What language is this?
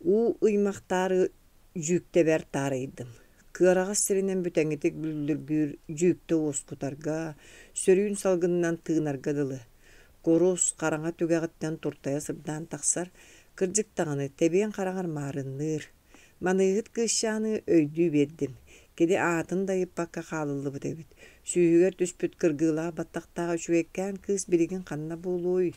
Yakut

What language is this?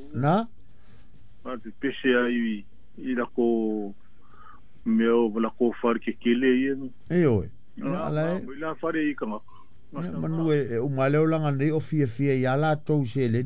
Samoan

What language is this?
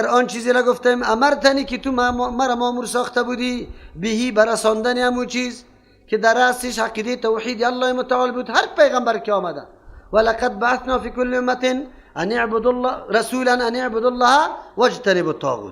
Persian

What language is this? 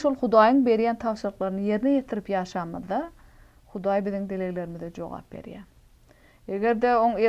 Turkmen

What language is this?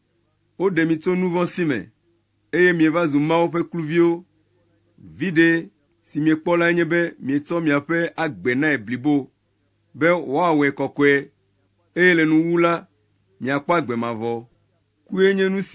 Ewe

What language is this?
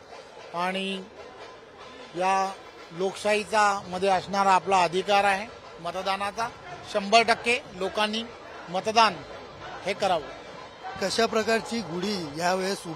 Marathi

